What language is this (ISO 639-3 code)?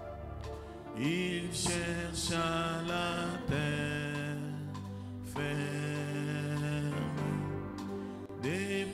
fra